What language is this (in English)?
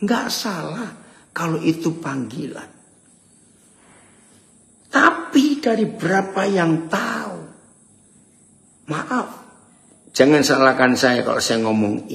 Indonesian